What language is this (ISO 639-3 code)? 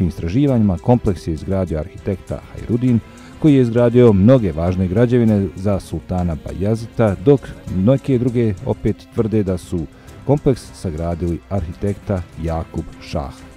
bos